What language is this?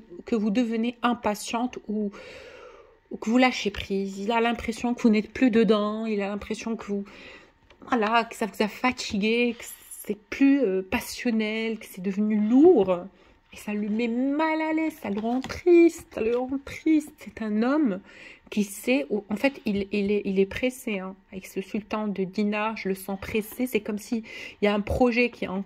French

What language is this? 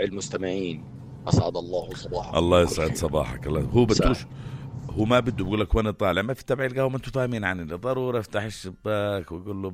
North Levantine Arabic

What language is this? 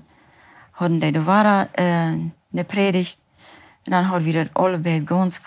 Plautdietsch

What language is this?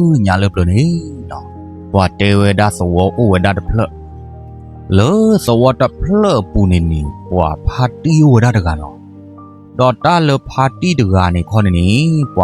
S'gaw Karen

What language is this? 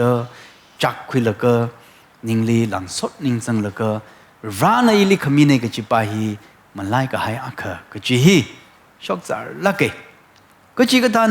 Tangkhul Naga (India)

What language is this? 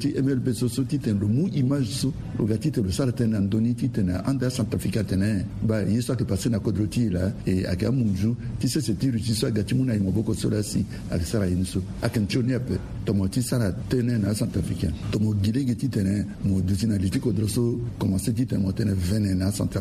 Sango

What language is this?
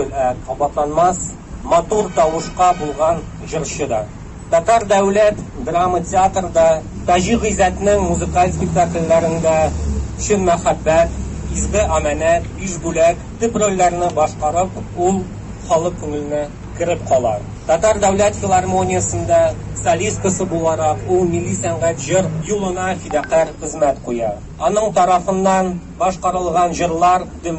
Tatar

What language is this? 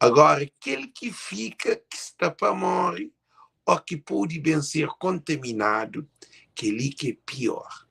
Kabuverdianu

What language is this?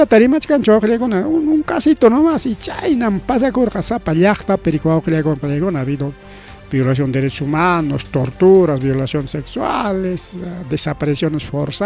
Ayacucho Quechua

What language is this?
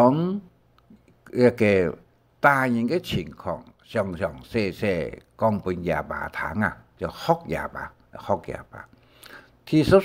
Hakka Chinese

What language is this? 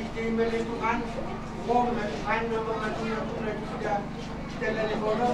Batak Toba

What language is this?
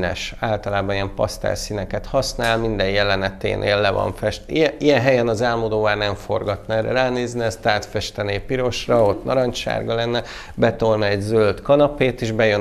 Hungarian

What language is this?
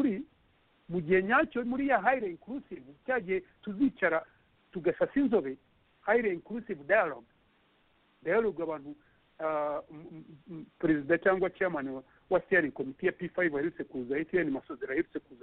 Kinyarwanda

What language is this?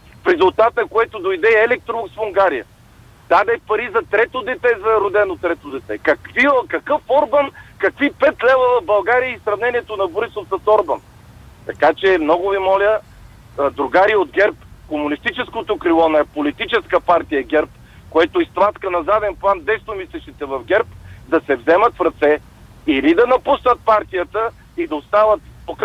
Bulgarian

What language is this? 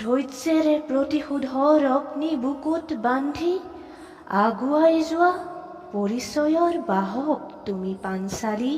Assamese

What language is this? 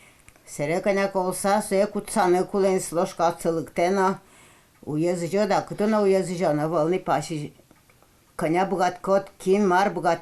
Udmurt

